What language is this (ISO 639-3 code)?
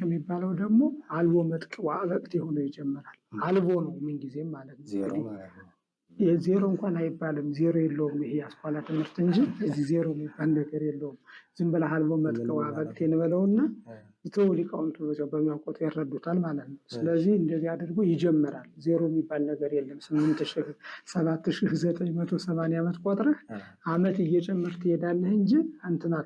amh